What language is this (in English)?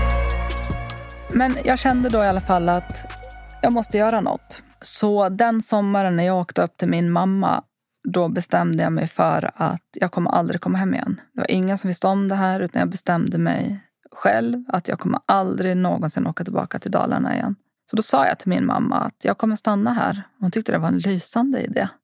Swedish